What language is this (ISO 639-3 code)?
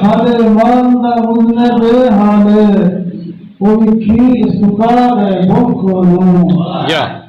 skr